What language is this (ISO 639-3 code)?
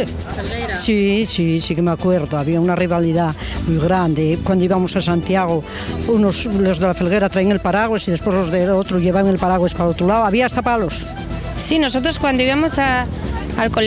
ast